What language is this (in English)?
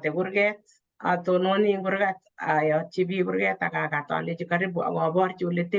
Kalenjin